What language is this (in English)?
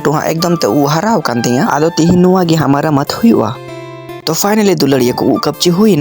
Santali